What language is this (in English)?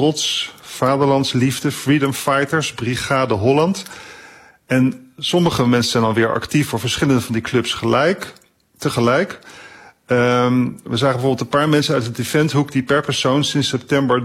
Dutch